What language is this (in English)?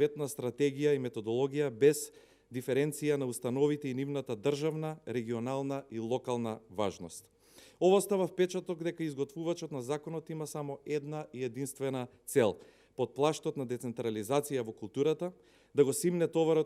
Macedonian